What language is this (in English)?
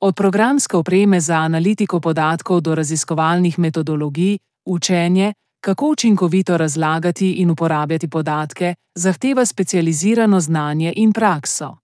Slovenian